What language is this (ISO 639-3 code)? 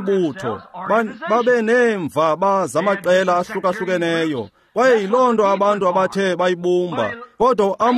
xho